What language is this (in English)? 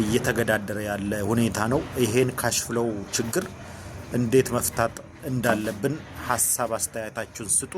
Amharic